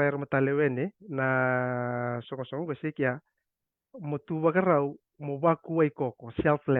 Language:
Fijian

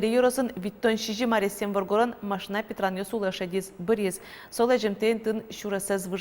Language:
Udmurt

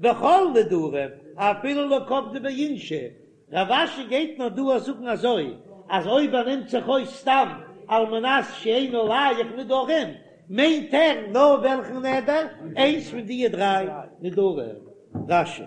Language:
Yiddish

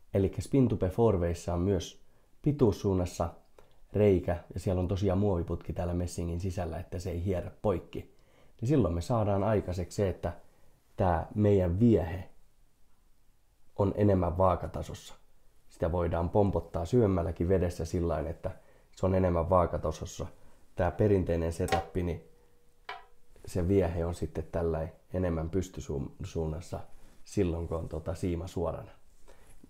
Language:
Finnish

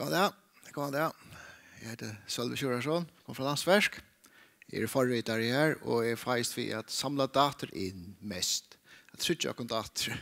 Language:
Faroese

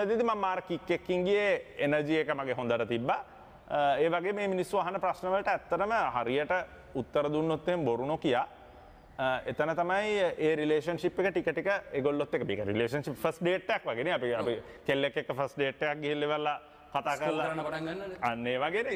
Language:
Sinhala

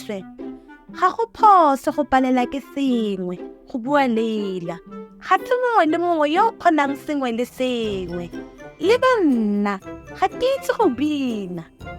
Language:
Tswana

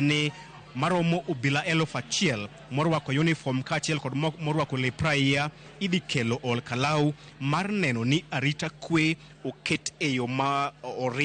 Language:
Luo (Kenya and Tanzania)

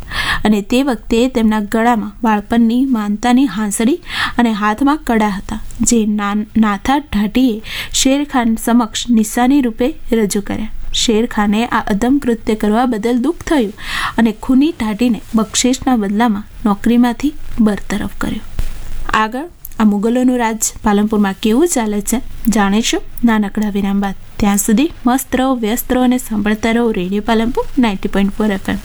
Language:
Gujarati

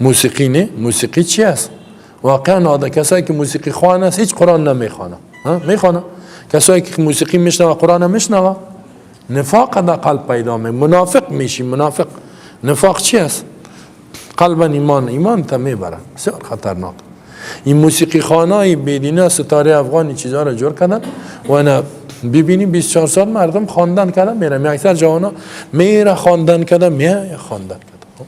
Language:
Persian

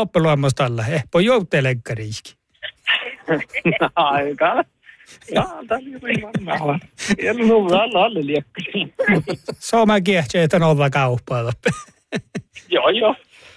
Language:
Northern Sami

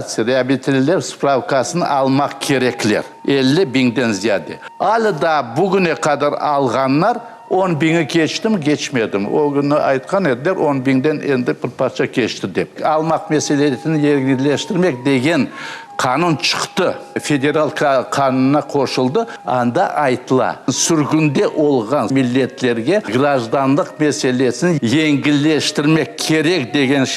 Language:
Crimean Tatar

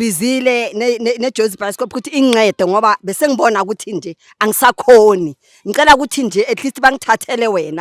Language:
Zulu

